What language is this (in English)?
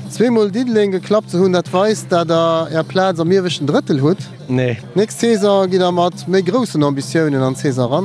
Luxembourgish